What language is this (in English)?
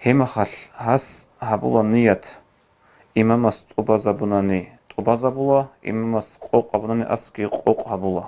Avaric